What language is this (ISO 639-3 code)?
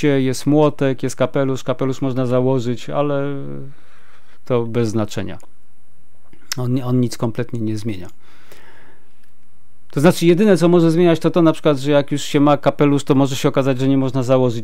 pol